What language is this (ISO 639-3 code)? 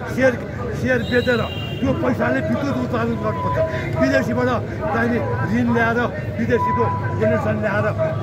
nep